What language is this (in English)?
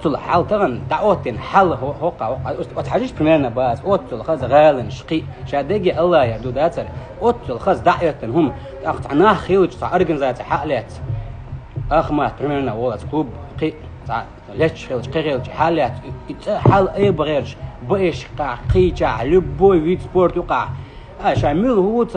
Chechen